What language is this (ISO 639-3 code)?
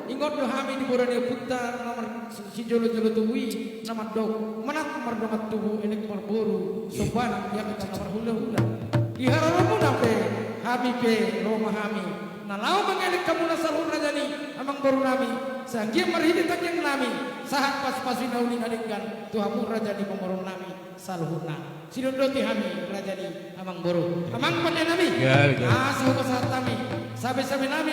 bbc